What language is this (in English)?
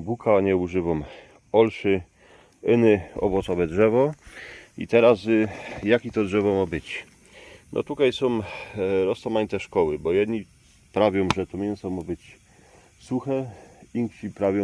Silesian